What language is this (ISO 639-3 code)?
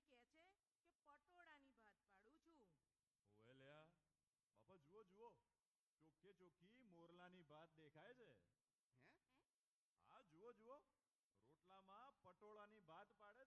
guj